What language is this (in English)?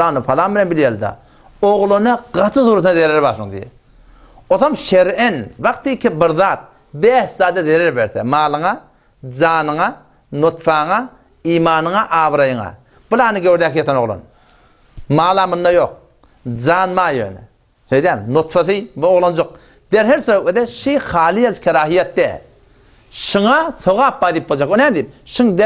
Turkmen